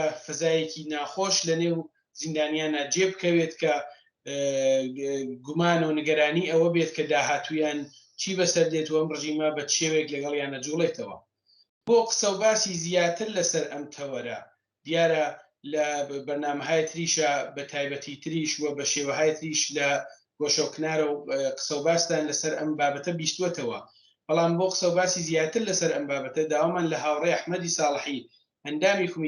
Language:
Central Kurdish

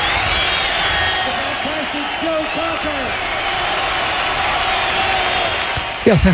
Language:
Icelandic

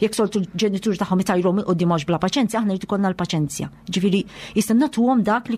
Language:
Maltese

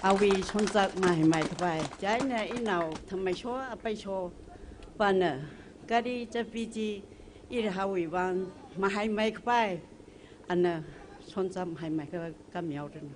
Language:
Tangkhul Naga (India)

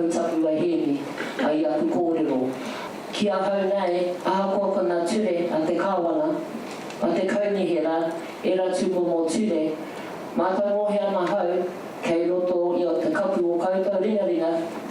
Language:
Māori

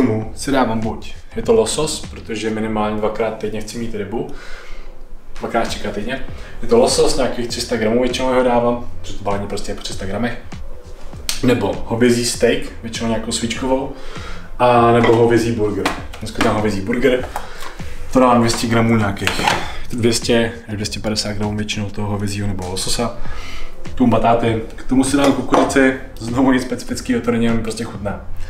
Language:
Czech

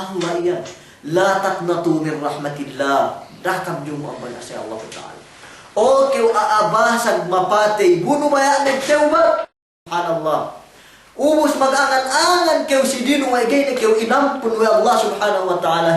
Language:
Yakan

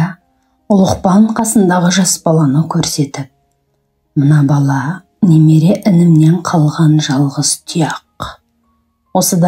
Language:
Kazakh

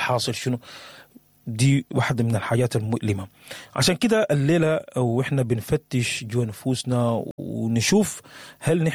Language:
Sudanese Arabic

